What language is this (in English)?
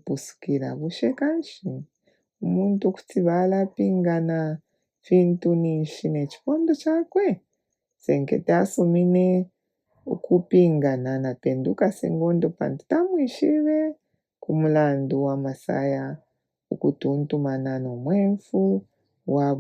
Bemba